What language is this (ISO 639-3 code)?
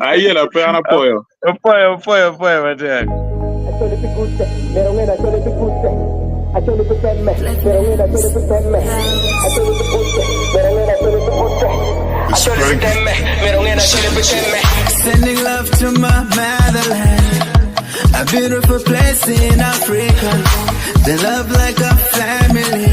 ach